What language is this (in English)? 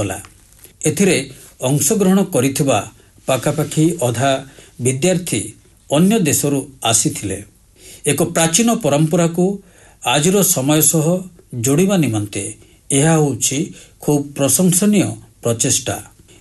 Odia